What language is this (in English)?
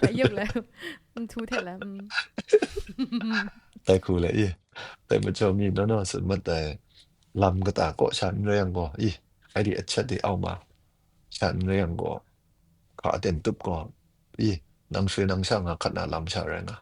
Kachin